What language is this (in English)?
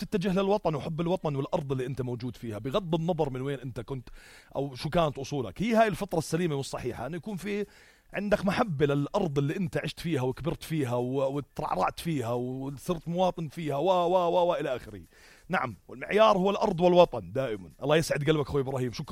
North Levantine Arabic